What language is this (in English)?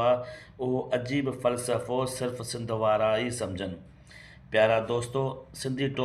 Sindhi